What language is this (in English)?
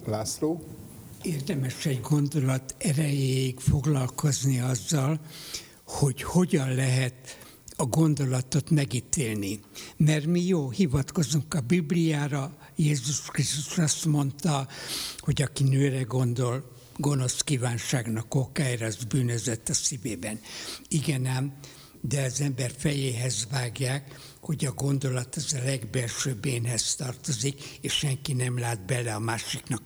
Hungarian